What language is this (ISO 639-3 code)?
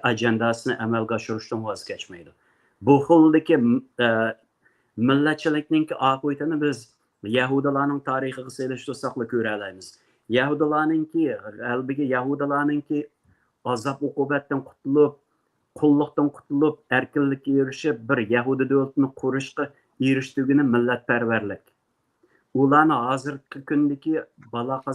uig